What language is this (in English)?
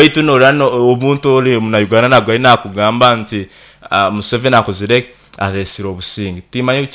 Nyoro